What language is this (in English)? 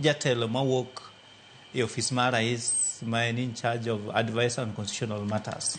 Luo (Kenya and Tanzania)